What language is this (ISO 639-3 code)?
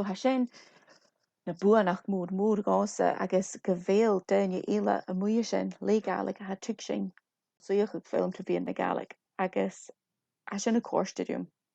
gla